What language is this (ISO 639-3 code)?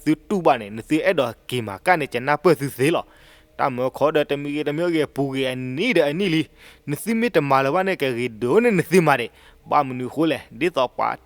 ksw